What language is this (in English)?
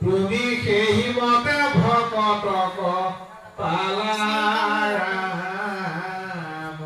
Assamese